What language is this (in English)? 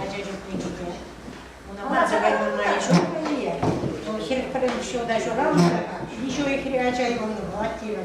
Chuvash